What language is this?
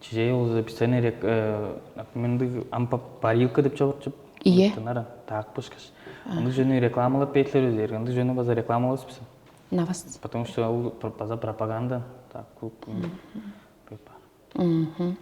Tuvinian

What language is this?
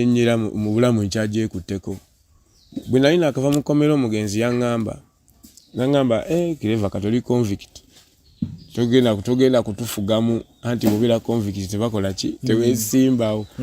Ganda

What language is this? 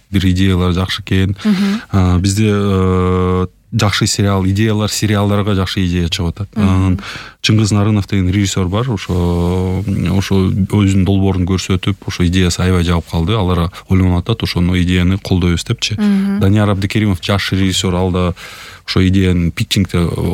Kyrgyz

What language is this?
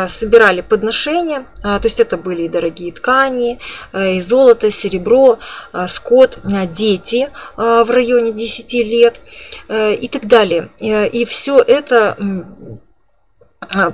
Russian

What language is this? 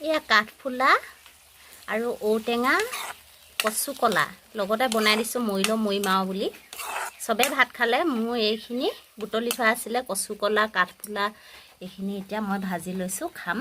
Assamese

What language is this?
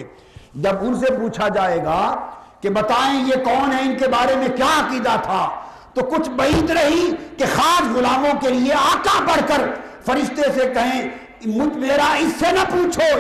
Urdu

